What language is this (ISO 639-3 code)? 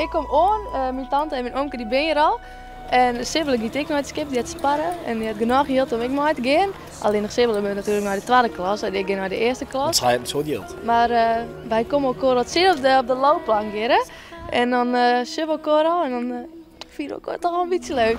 fry